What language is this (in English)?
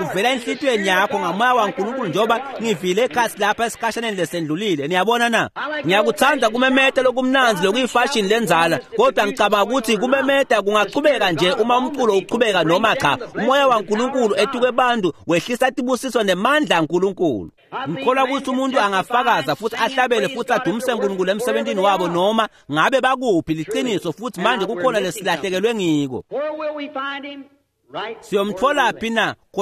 Swati